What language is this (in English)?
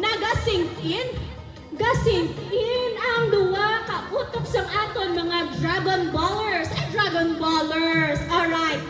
Hiligaynon